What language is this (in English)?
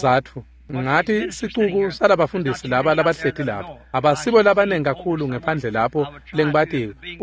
Swati